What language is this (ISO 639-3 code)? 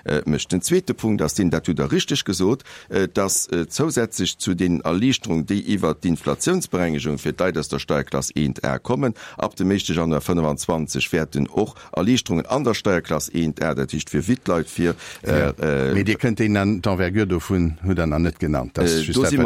ltz